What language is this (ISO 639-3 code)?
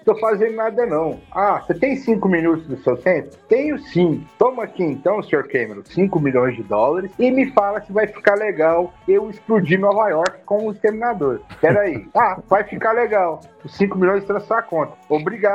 por